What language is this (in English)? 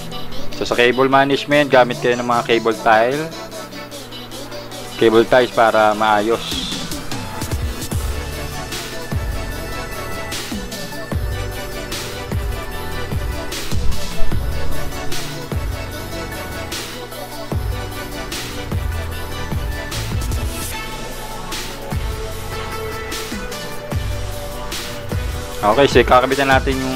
Filipino